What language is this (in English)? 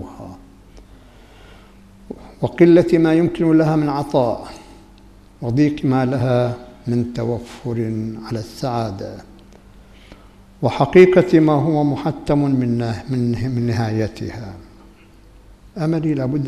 Arabic